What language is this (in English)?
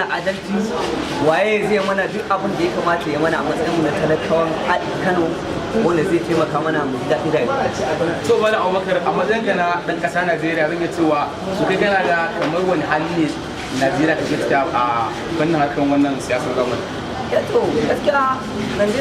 Hausa